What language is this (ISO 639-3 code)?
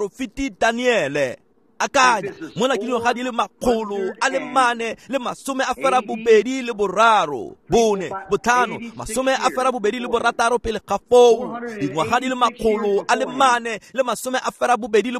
tsn